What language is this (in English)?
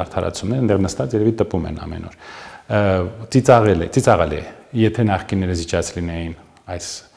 Armenian